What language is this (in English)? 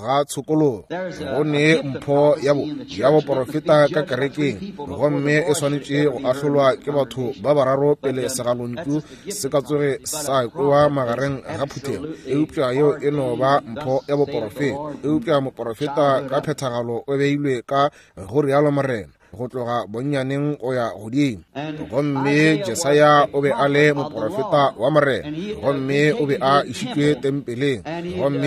Northern Sotho